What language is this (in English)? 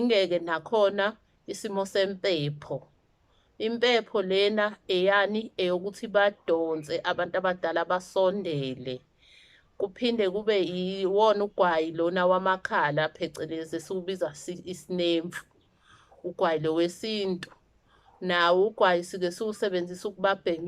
Zulu